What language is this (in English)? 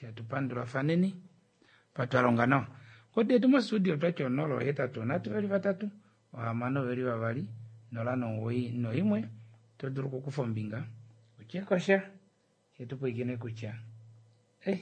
Kuanyama